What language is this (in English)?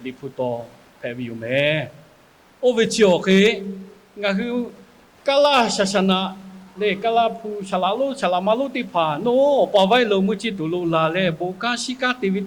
Lahu